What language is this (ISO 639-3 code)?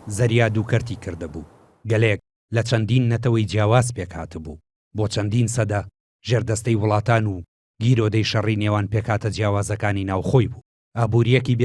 ckb